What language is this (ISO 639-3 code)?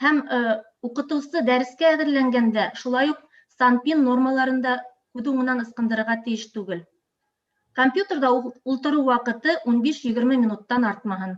bak